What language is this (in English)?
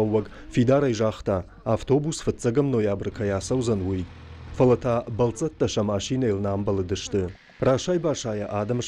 Ossetic